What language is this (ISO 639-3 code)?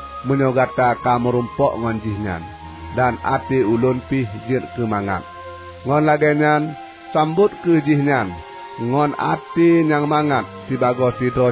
ace